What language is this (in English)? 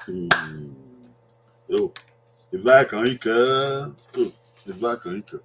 Bini